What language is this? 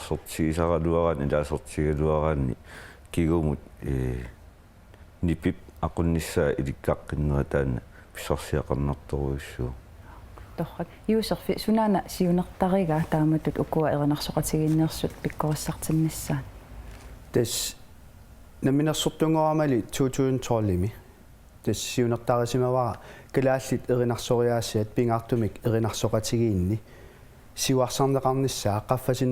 Kalaallisut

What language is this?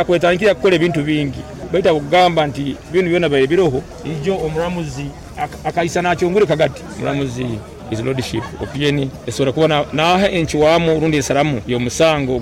Nyoro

